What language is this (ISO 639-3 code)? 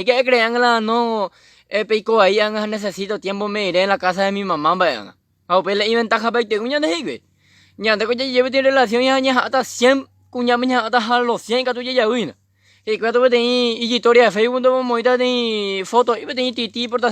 grn